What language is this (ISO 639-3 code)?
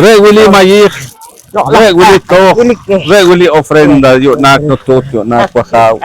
poh